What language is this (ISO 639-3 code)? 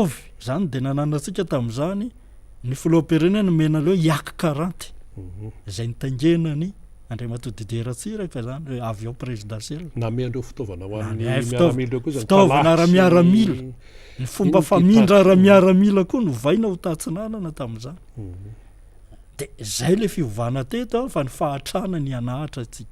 mlg